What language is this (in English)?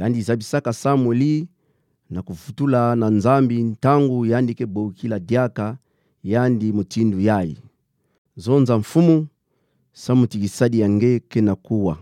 Kituba (Democratic Republic of Congo)